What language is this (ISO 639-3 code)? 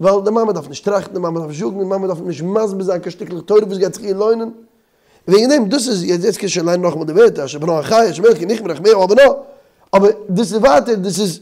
yid